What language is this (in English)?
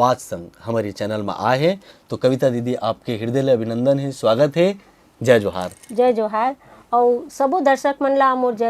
Chhattisgarhi